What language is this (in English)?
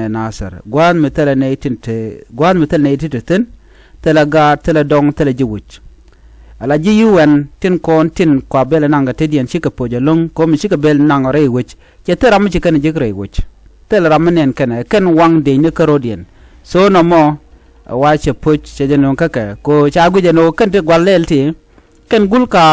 Nuer